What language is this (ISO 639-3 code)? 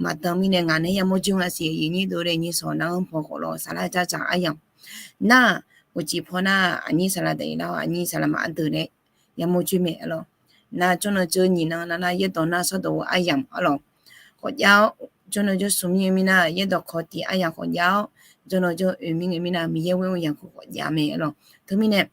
ahk